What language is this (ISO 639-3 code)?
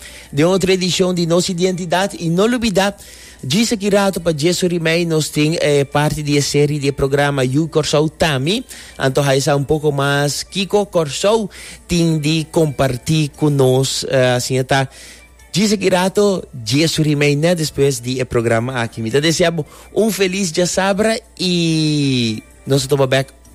pap